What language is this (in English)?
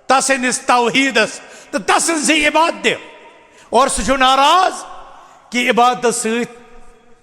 Kashmiri